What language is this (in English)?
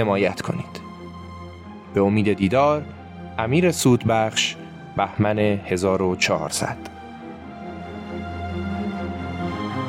Persian